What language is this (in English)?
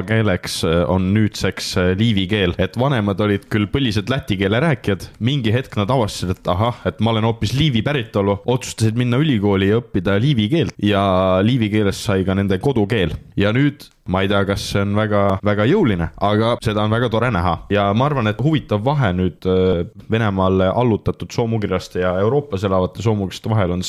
Estonian